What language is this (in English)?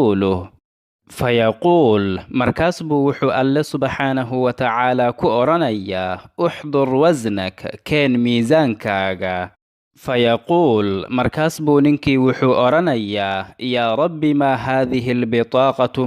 Somali